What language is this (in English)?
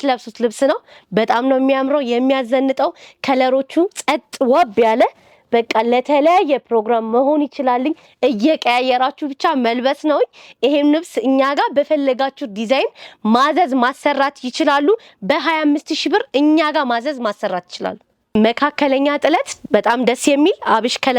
Amharic